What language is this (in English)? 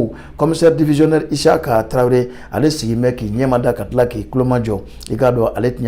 Bambara